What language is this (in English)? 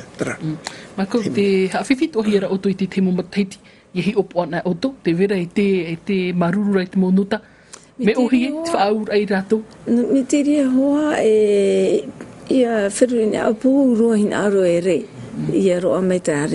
Tahitian